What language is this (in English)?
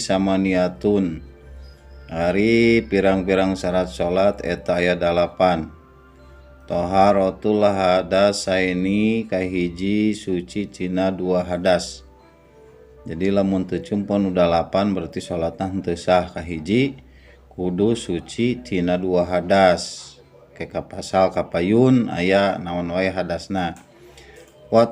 Sundanese